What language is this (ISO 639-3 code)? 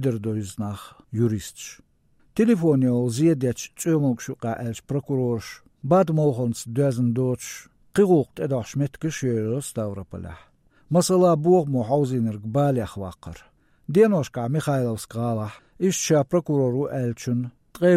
che